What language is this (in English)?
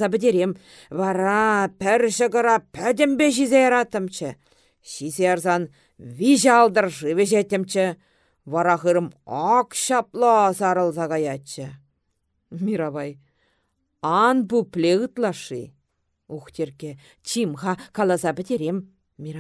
Chuvash